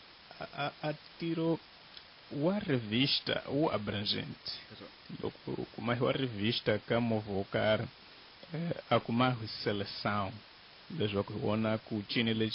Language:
Tsonga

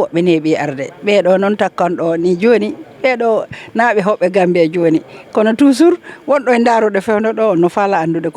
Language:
Fula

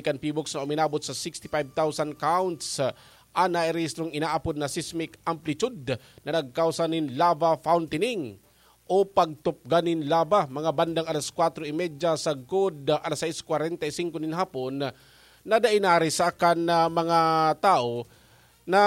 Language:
Bikol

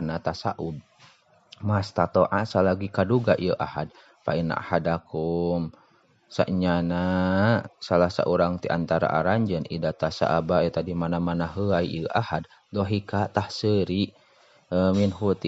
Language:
Sundanese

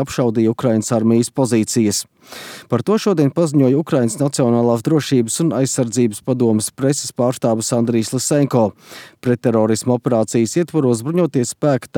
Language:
Latvian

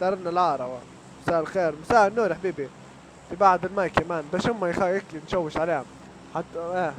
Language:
Libyan Arabic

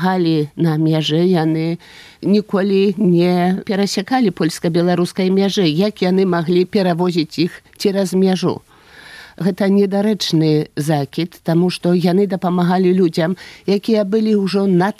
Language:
Belarusian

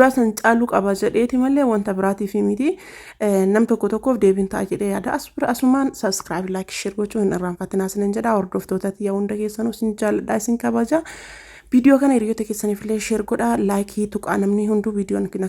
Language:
Oromo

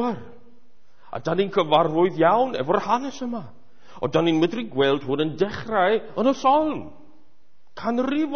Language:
Welsh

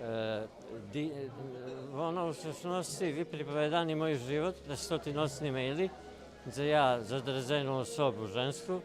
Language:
Rusyn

